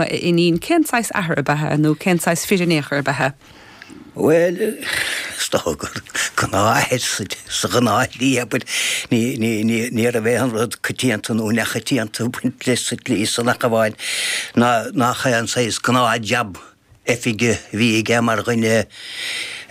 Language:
Irish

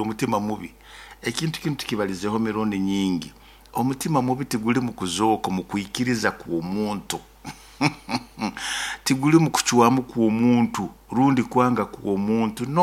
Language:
Nyoro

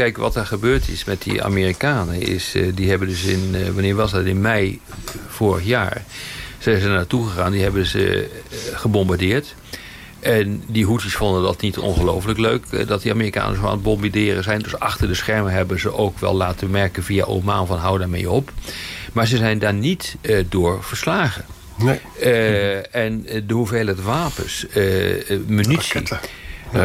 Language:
Dutch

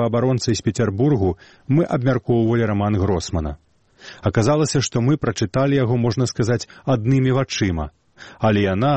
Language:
Belarusian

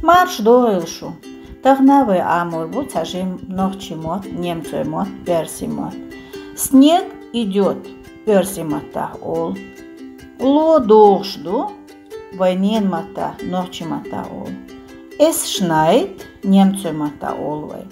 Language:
Chechen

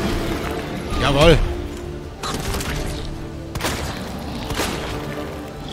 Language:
German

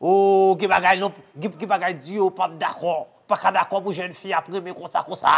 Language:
Haitian Creole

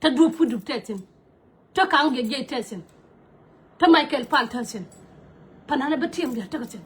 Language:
Nuer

